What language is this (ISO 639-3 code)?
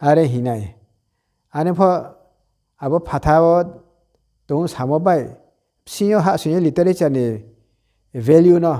ria